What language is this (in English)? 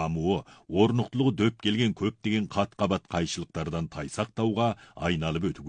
Kazakh